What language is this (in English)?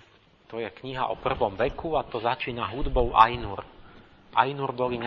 Slovak